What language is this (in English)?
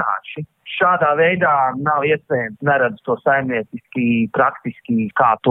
Latvian